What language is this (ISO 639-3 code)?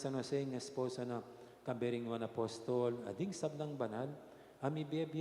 pam